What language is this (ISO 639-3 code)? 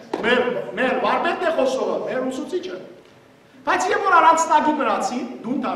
hyw